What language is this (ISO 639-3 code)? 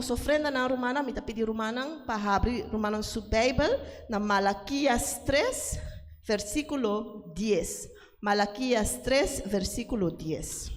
pap